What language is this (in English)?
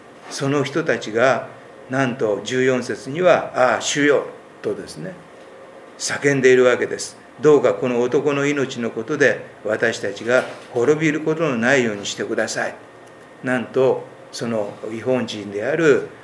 Japanese